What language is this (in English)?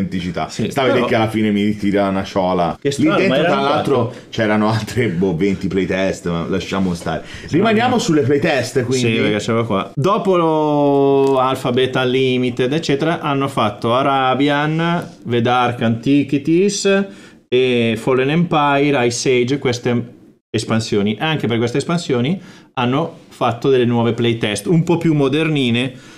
Italian